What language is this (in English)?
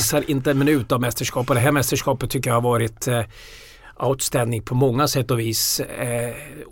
Swedish